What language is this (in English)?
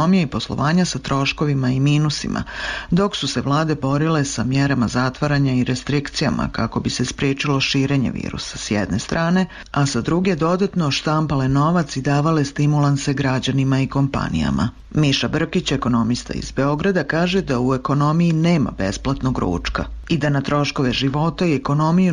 Serbian